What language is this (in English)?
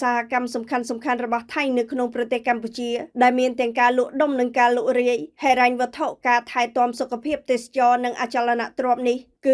Khmer